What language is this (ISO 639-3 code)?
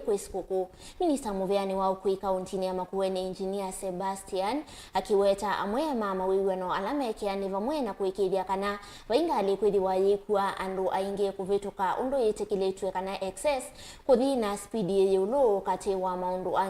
kam